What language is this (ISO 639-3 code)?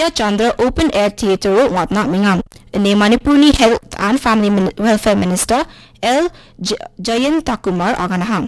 grt